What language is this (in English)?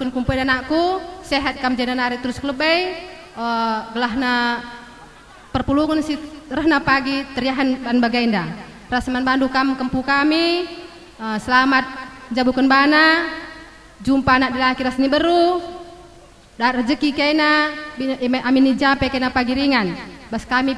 Batak Karo